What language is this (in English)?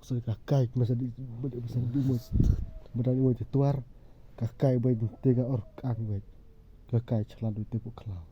Khasi